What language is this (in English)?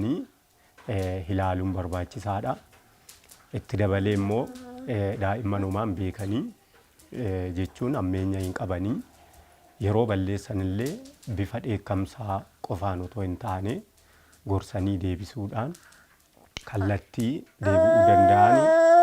Oromo